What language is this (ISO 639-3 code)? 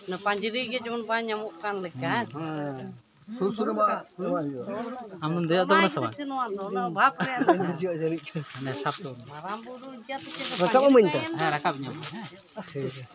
sat